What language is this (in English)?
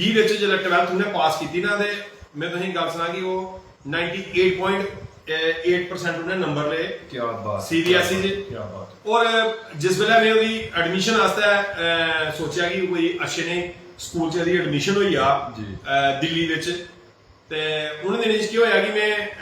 Dogri